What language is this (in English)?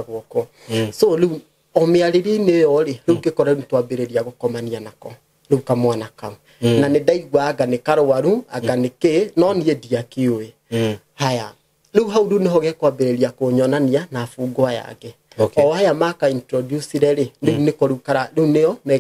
Kikuyu